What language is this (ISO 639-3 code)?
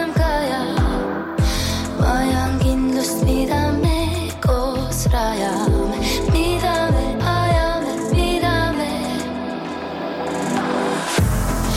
est